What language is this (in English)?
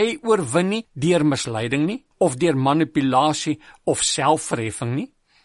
Afrikaans